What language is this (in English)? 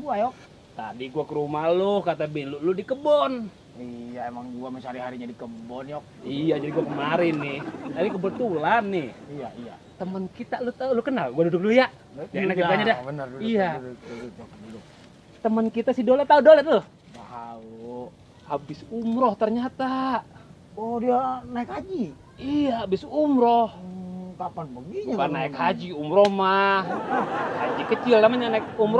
Betawi